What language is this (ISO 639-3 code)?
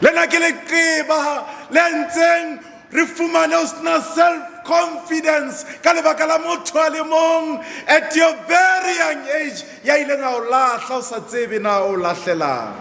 sot